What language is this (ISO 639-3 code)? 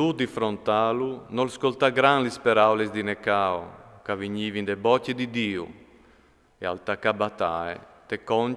fur